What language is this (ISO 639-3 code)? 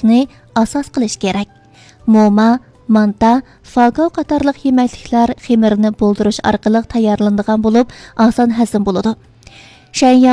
uig